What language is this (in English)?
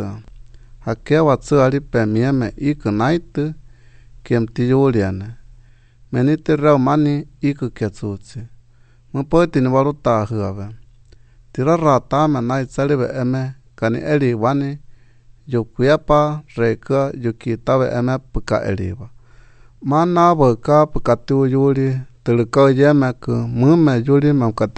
Albanian